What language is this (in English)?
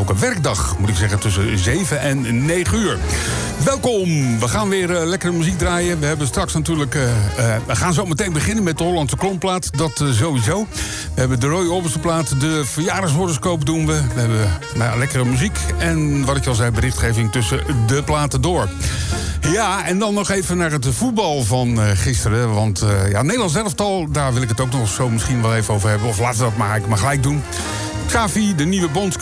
Dutch